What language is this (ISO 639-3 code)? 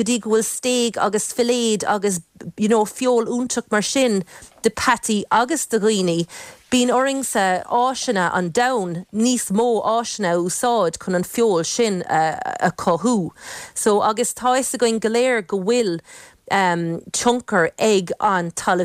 gle